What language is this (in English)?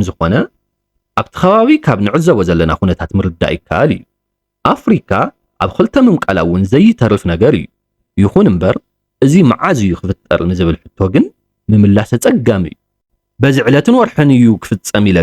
Tigrinya